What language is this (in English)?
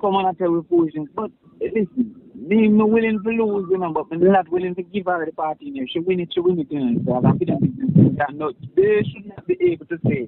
Jamaican Creole English